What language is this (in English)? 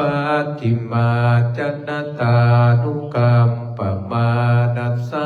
Pali